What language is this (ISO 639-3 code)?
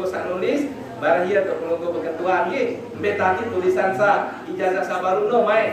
sas